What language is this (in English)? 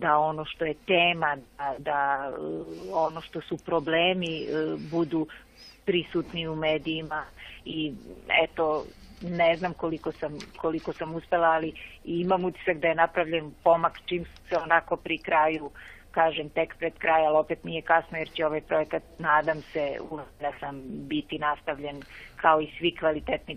Serbian